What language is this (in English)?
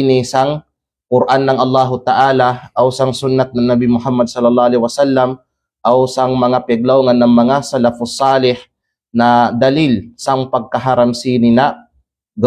Kalagan